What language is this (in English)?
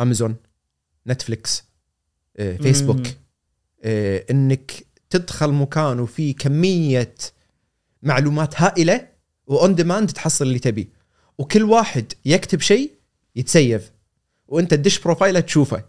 Gulf Arabic